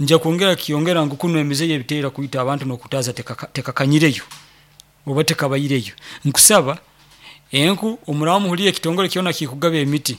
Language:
Nyoro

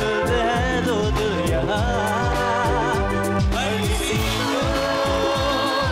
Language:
Bangla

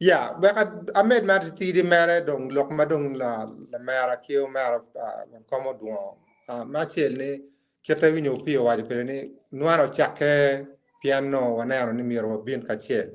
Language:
Acoli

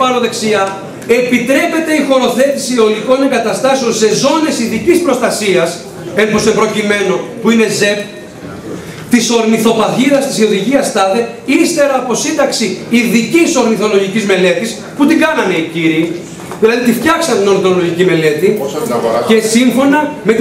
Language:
Greek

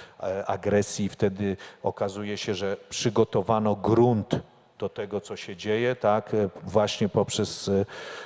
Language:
Polish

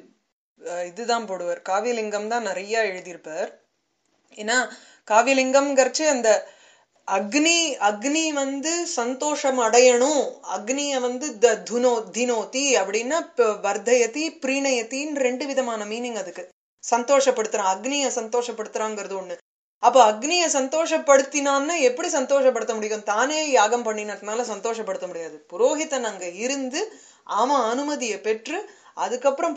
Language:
Tamil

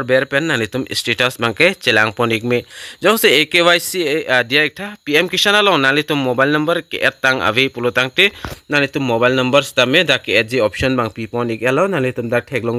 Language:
Karbi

